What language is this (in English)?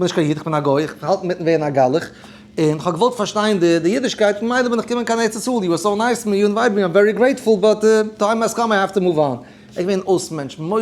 Yiddish